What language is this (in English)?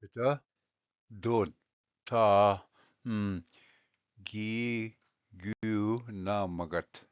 Ojibwa